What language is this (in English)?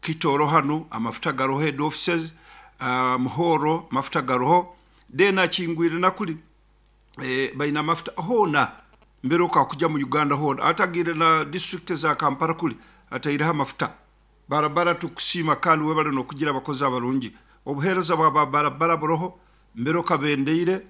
Nyoro